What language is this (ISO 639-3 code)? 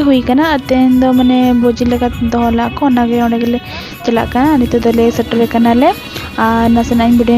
sat